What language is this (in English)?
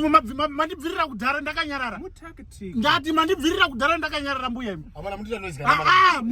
Shona